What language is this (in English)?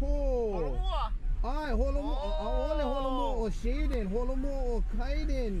Hawaiian